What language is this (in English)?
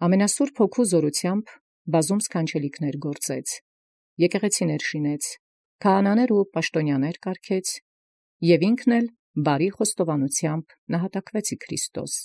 Armenian